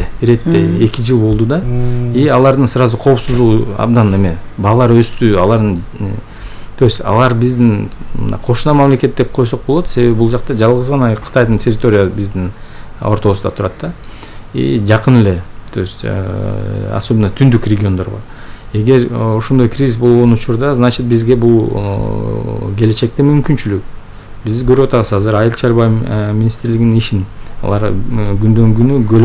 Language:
Kyrgyz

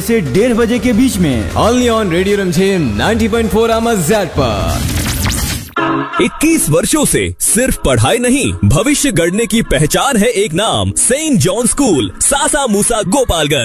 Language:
Hindi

